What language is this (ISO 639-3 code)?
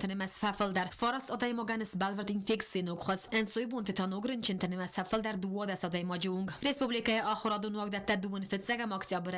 oss